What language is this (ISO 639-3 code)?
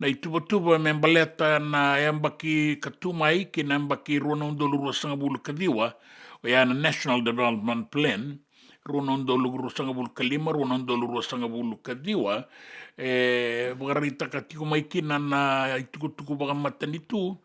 fij